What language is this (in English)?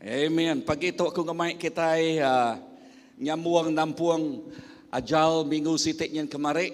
Iban